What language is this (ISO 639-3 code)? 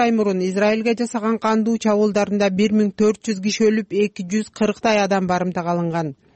kir